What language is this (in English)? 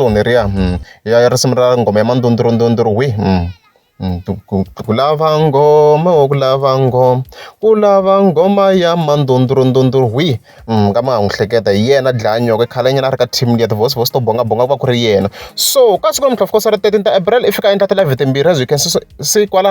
Tsonga